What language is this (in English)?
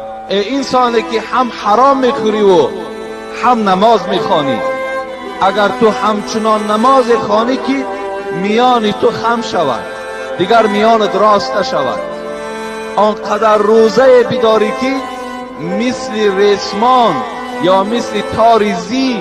Tajik